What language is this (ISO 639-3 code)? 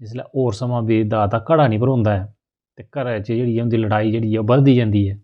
doi